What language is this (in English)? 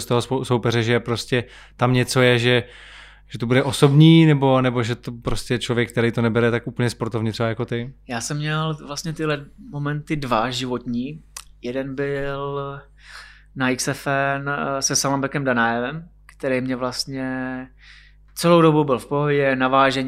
Czech